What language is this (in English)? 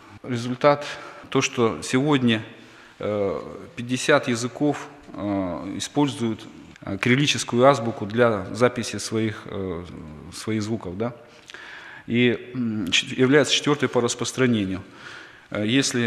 Russian